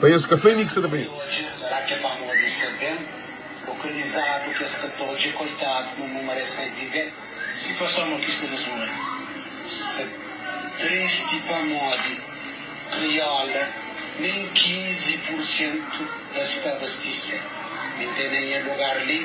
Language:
Kabuverdianu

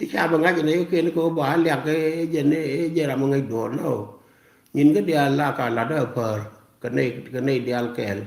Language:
Nuer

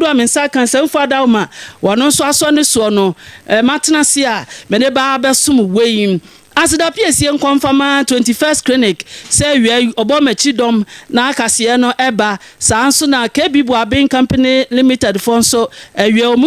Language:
Akan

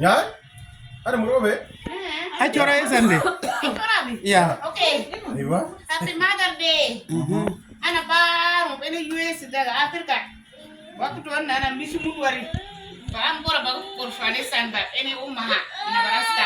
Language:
Uduk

